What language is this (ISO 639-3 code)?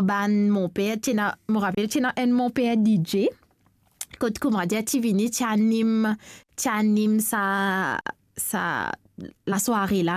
mfe